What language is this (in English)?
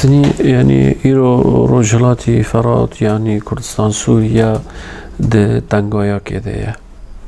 Kurdish